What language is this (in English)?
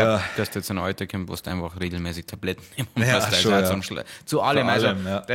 Bavarian